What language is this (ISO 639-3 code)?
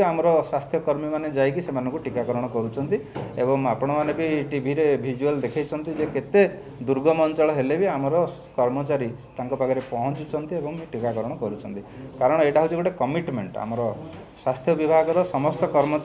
ori